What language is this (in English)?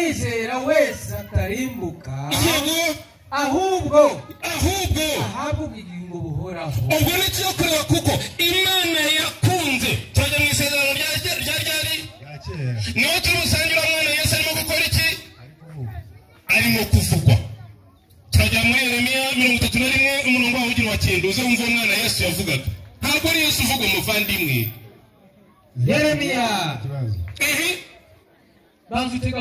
Kinyarwanda